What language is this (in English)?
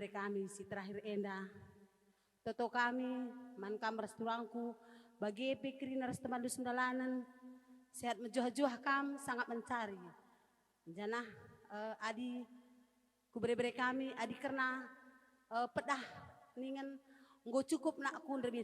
Batak Karo